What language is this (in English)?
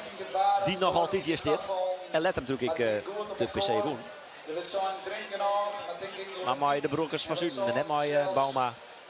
Western Frisian